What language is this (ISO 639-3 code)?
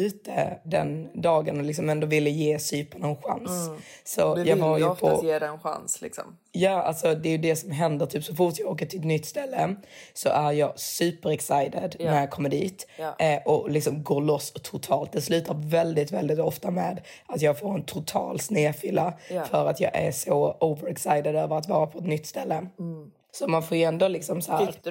swe